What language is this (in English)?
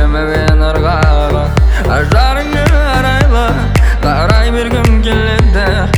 Kazakh